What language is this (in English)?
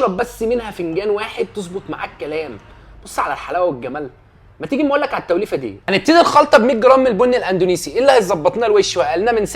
Egyptian Arabic